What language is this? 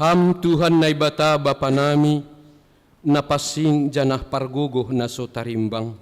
Batak Simalungun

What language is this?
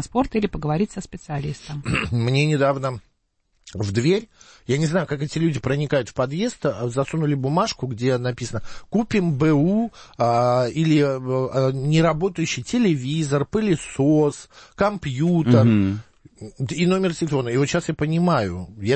Russian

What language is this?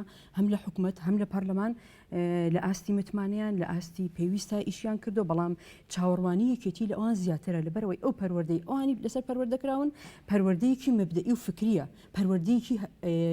Central Kurdish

